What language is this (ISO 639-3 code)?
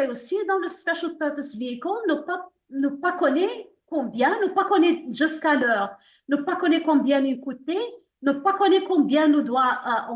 mfe